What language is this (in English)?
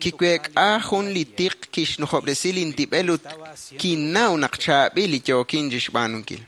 Kekchí